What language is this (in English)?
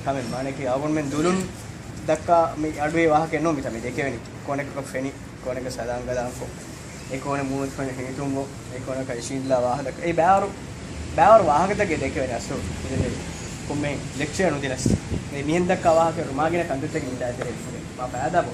Divehi